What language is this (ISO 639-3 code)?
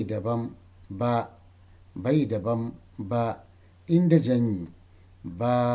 hau